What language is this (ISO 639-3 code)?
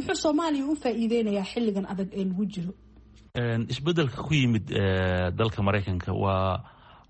som